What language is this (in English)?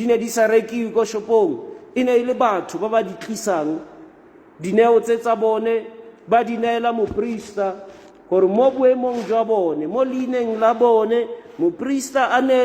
Tswana